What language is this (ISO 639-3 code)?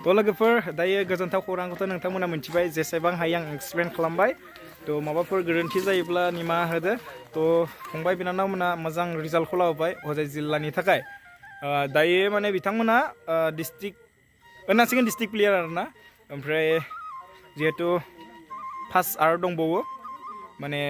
brx